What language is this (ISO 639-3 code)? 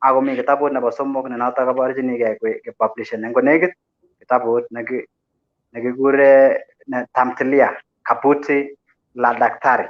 kln